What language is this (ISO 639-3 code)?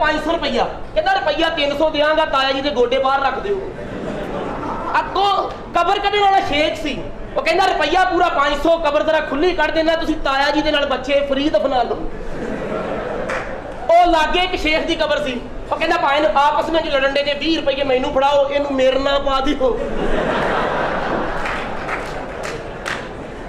pan